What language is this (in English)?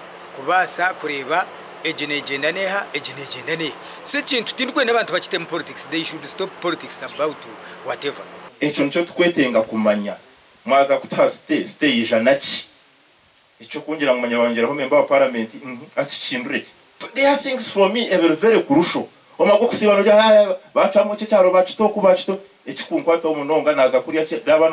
Nyankole